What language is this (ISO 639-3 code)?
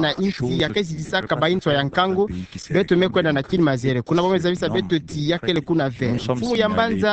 ktu